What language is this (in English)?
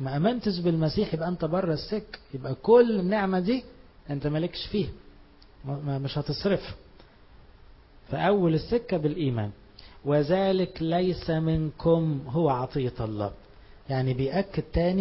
Egyptian Arabic